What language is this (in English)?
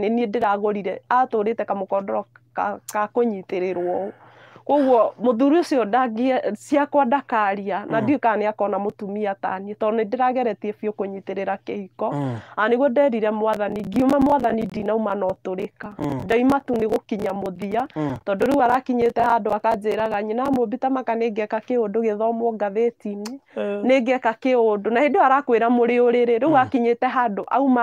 Kikuyu